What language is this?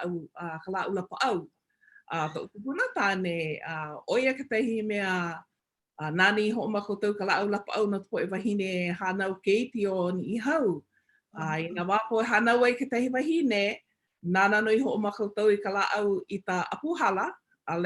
Hawaiian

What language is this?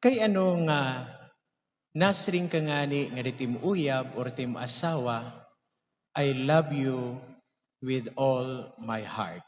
Waray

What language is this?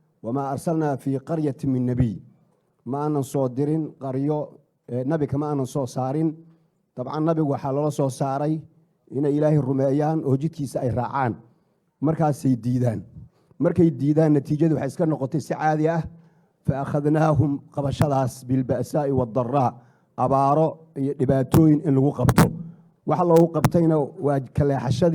Somali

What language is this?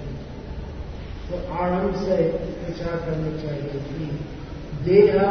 Hindi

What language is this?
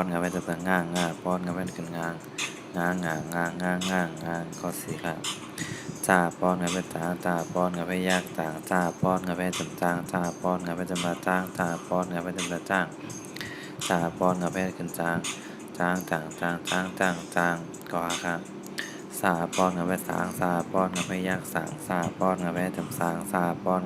Shan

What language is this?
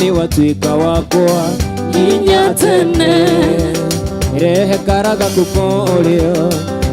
Kikuyu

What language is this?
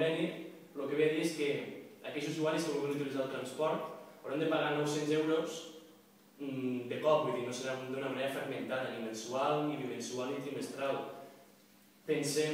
Catalan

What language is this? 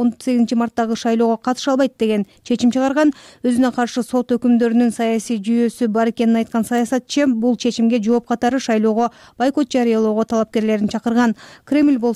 Kyrgyz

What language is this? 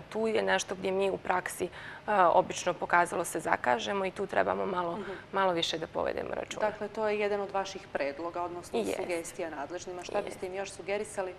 Bosnian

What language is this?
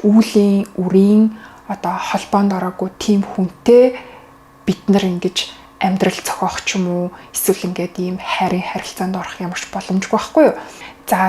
Mongolian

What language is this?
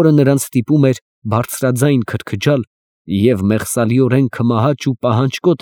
Armenian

